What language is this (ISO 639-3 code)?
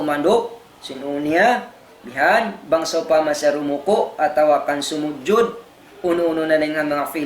tsg